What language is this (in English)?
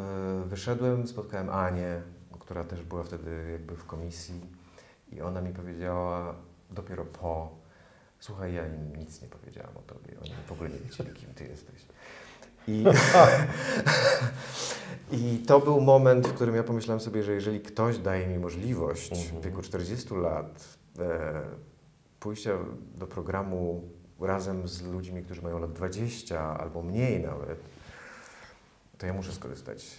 Polish